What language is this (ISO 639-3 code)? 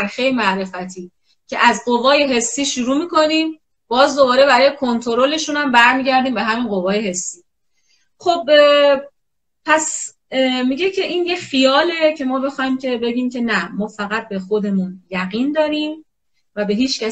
fas